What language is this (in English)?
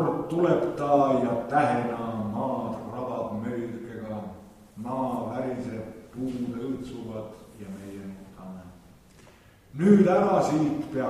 Estonian